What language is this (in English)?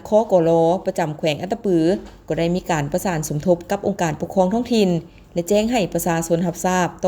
Lao